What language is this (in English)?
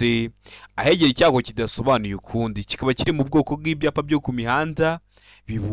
Kinyarwanda